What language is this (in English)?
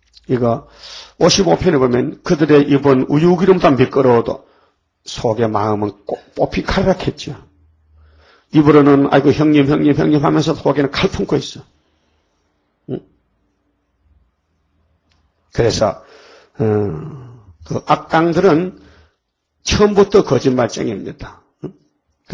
Korean